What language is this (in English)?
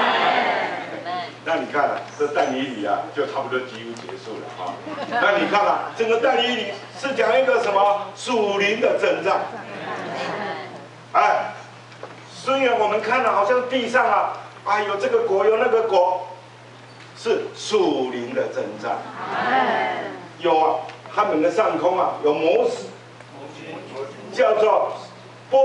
Chinese